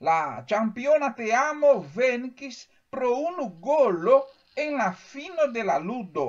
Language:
Esperanto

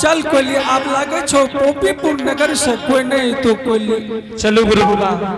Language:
Angika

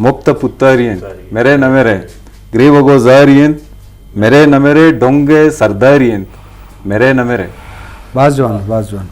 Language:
Eastern Balochi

